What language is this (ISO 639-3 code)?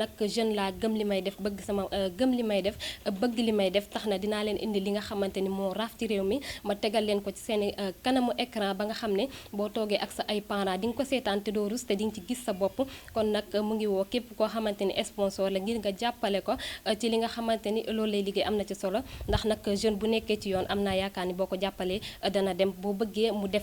wol